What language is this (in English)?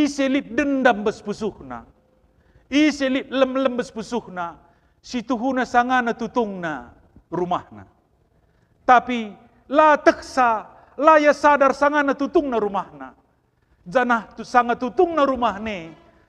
Batak Karo